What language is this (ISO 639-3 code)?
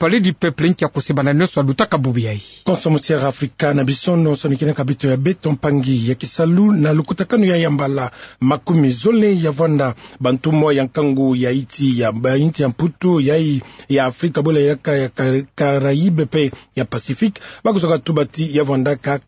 ktu